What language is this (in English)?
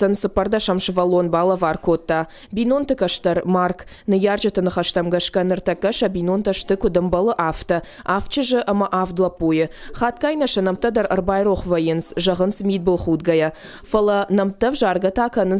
Ossetic